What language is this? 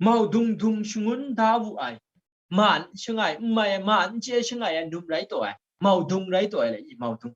Kachin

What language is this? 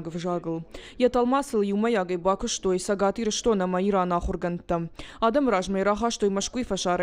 Ossetic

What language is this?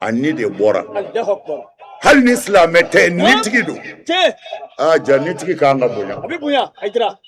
Bambara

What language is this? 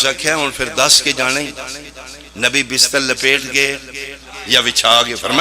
Pahari-Potwari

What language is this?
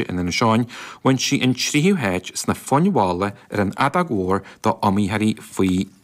Irish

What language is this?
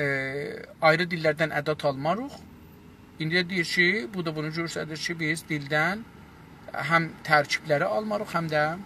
South Azerbaijani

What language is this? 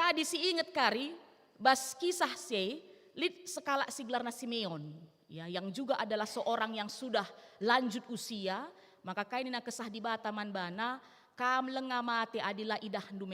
Batak Karo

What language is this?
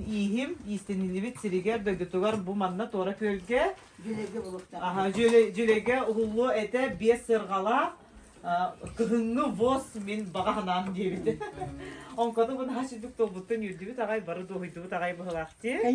Yakut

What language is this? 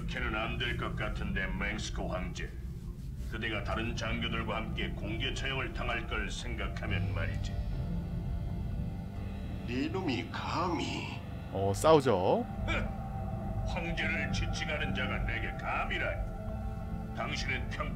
Korean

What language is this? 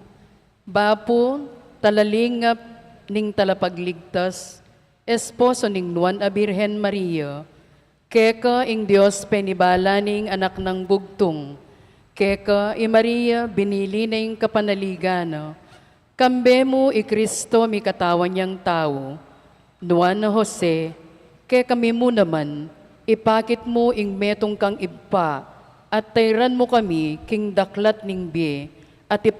Pampanga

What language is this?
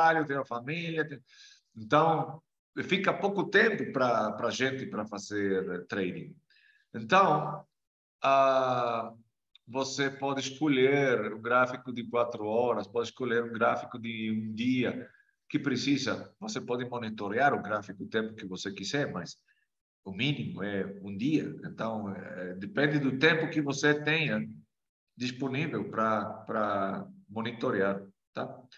Portuguese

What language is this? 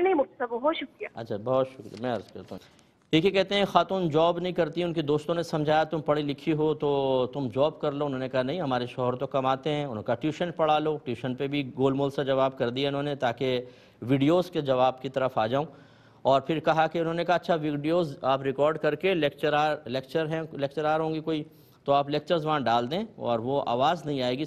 Urdu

